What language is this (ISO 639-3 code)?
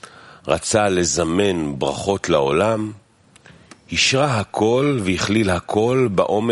heb